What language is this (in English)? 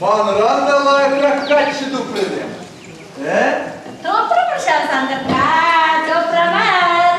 Chuvash